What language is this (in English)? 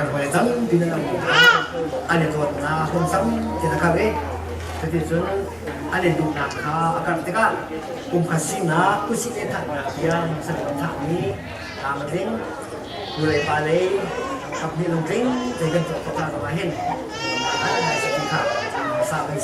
Hakha Chin